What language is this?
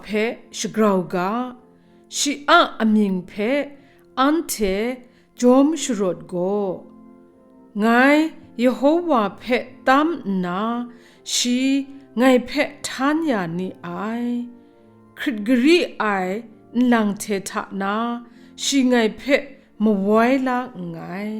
Kachin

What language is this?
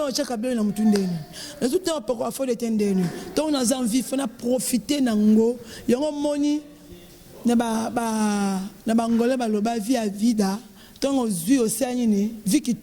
Lingala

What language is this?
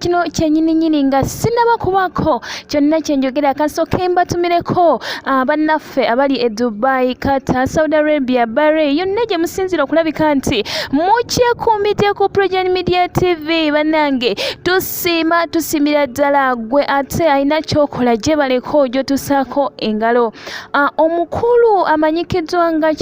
Ganda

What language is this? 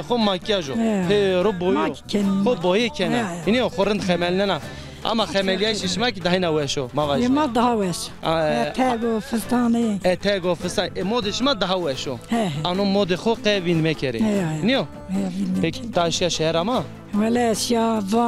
Zaza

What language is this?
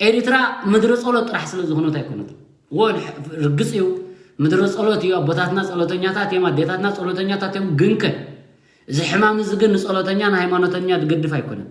Tigrinya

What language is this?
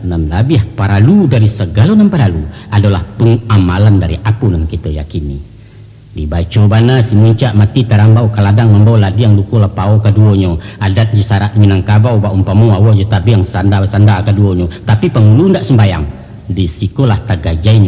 Minangkabau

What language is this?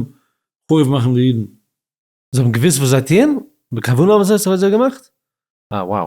Yiddish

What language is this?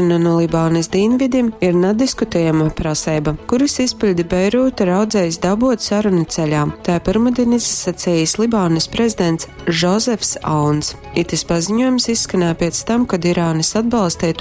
Latgalian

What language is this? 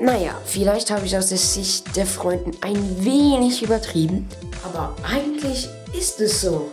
Swiss German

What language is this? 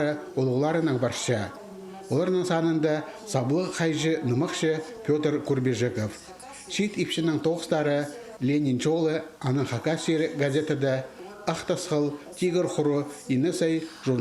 Khakas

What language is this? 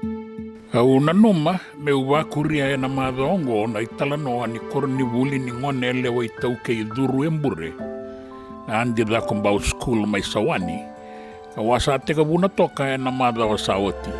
Fijian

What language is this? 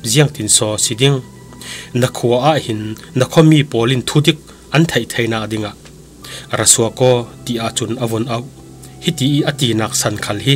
Falam Chin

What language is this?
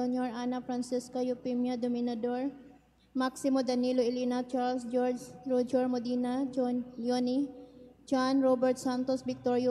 Cebuano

